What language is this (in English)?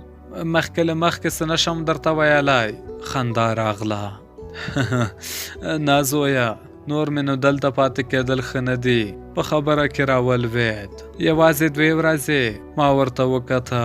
Pashto